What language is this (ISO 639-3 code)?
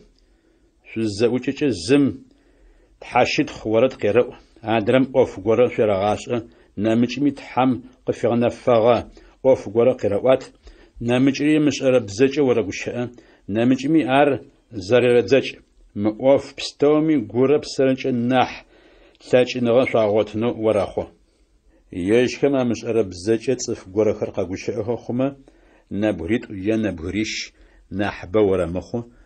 ady